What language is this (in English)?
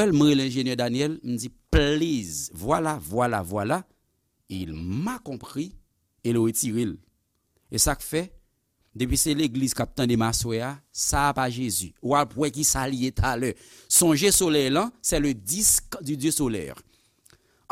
Haitian Creole